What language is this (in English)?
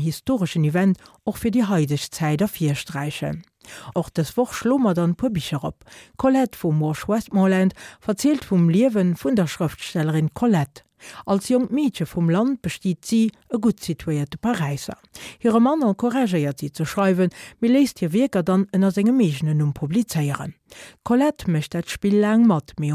Luxembourgish